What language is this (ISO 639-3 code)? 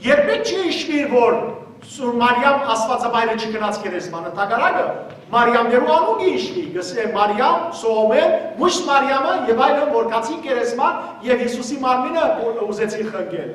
hyw